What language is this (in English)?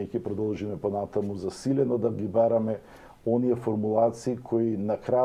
Macedonian